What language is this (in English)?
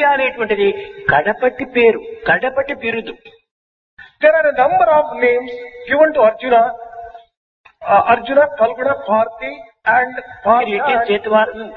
Telugu